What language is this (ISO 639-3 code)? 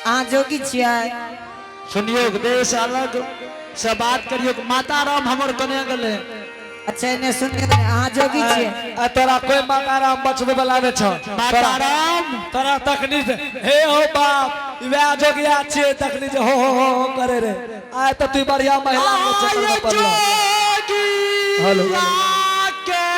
anp